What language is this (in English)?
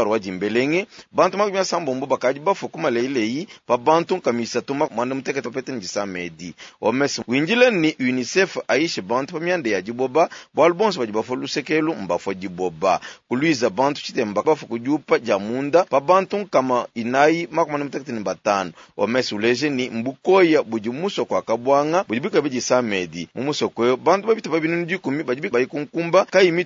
Luba-Lulua